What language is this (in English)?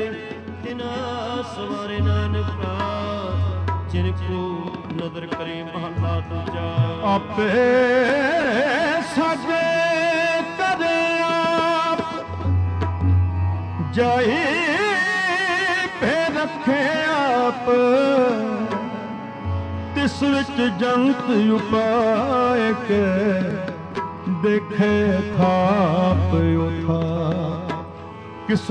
Punjabi